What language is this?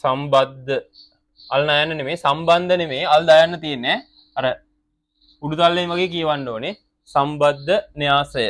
Sinhala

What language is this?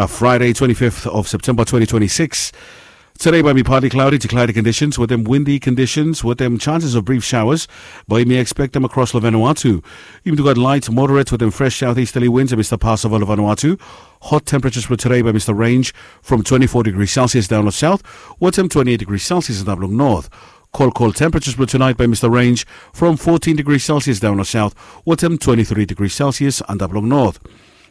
Bislama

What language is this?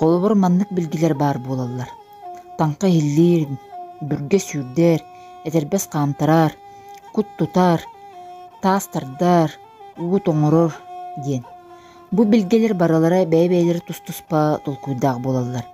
Yakut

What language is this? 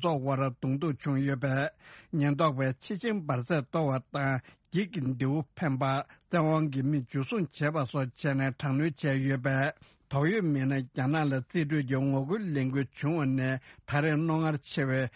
Tibetan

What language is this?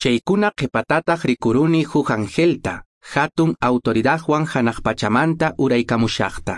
Quechua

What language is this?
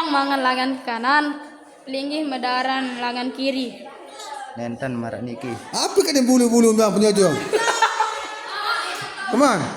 Sasak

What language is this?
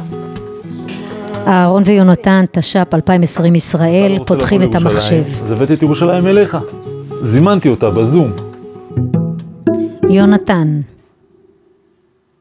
Hebrew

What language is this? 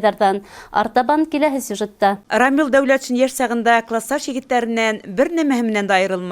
Bashkir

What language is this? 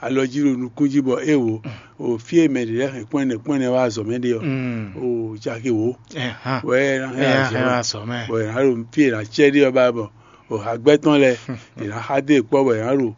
Fon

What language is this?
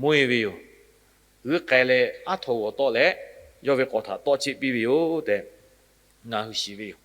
Lahu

